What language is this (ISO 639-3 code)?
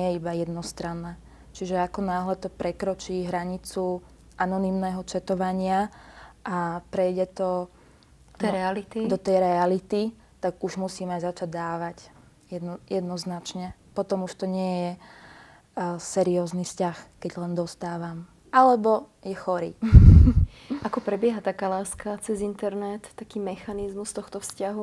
slk